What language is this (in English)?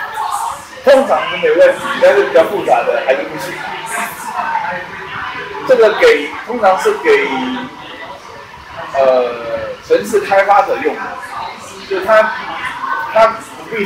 Chinese